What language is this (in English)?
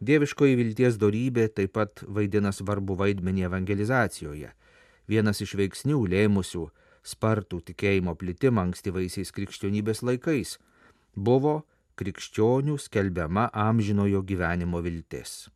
Lithuanian